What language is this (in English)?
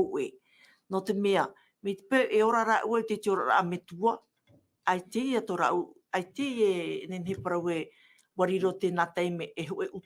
Tahitian